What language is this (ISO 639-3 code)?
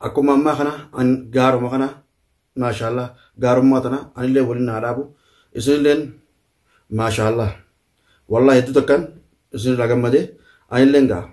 orm